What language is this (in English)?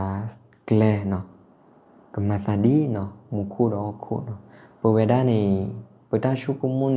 S'gaw Karen